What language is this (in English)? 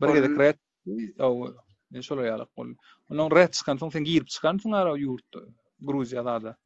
Turkmen